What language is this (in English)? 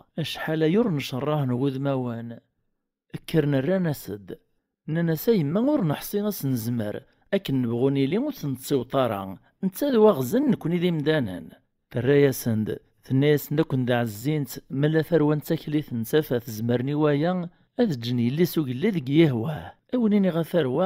Kabyle